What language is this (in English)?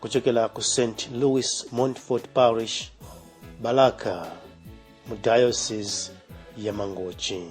Nyanja